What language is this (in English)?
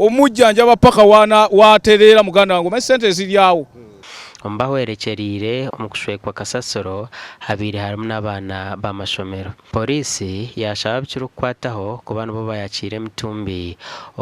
Nyankole